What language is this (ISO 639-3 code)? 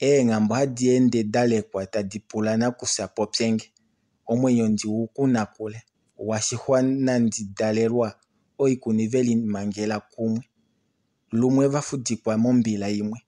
kua